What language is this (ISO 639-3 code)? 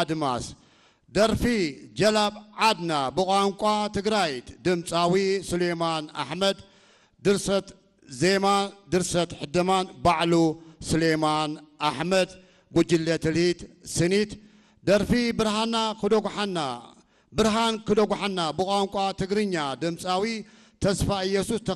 tig